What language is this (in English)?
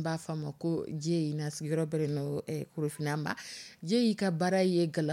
Dyula